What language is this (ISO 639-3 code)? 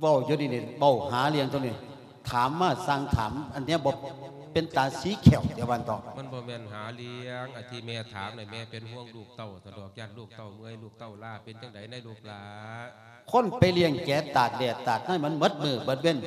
lao